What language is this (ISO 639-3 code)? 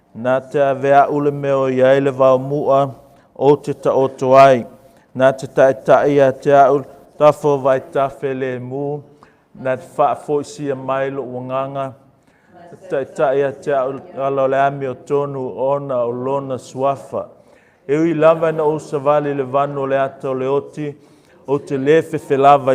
smo